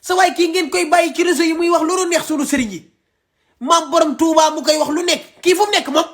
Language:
Wolof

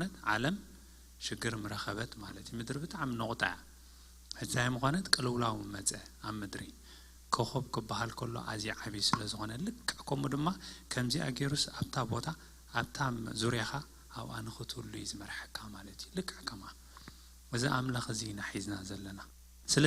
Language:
Tigrinya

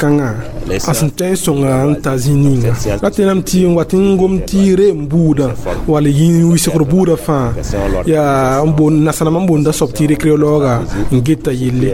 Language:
Mossi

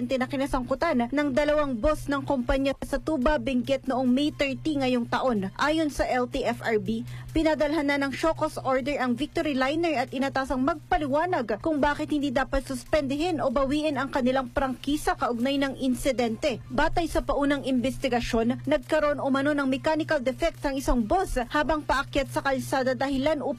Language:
Filipino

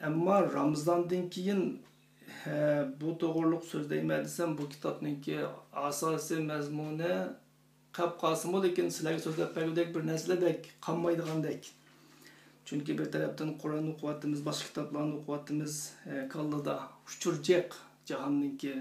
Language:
Uyghur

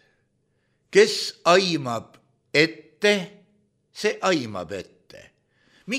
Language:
Estonian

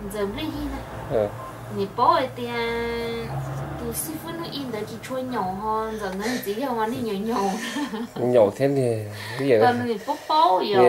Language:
Hmong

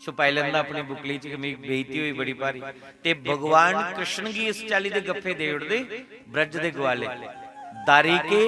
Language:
Dogri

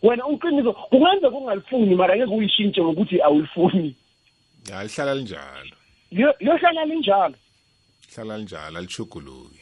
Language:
South Ndebele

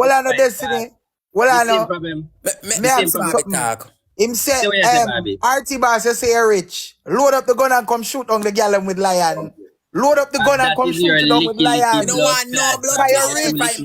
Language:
Jamaican Creole English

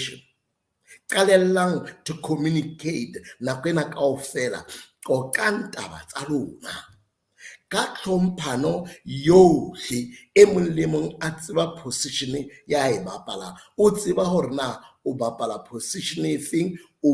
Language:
Southern Sotho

